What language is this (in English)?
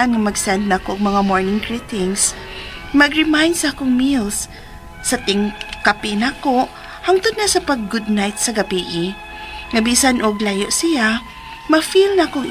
Cebuano